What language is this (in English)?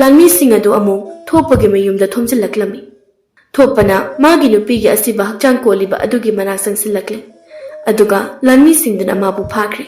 Manipuri